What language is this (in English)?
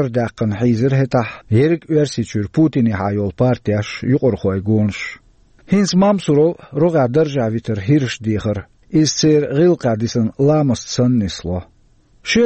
Chechen